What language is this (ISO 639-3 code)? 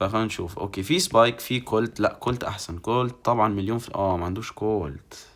arz